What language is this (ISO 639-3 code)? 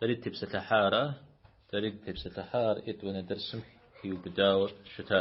kbd